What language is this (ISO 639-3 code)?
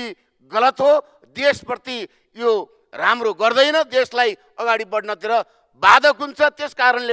nep